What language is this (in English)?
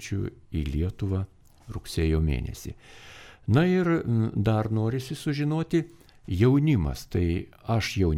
Lithuanian